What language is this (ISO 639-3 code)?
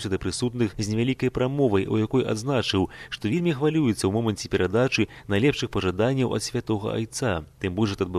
bel